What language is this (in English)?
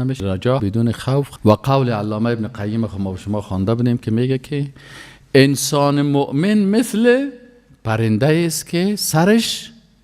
Persian